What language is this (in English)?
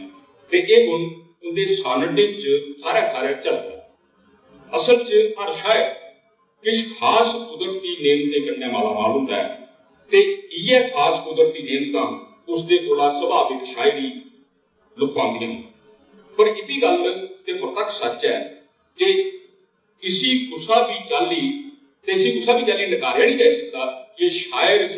Dogri